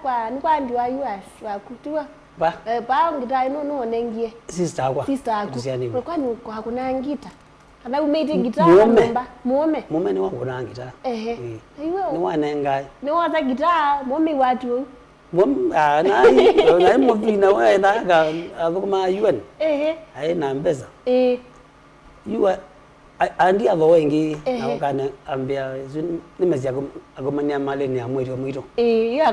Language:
Kamba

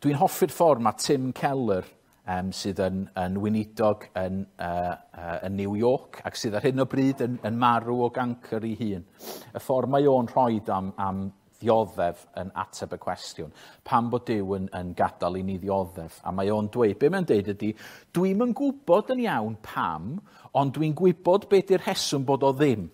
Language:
Welsh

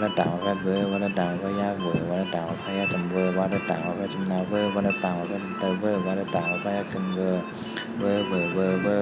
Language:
Shan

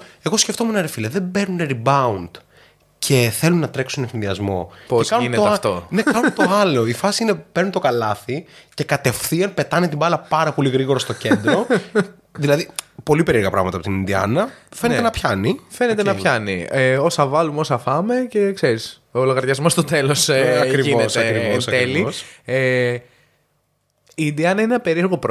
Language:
Greek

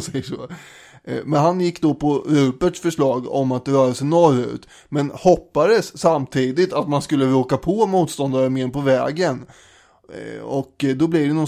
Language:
Swedish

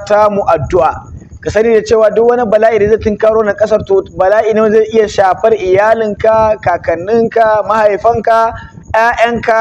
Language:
Hausa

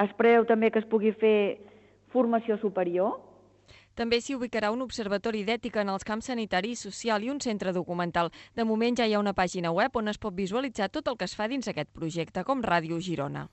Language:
Catalan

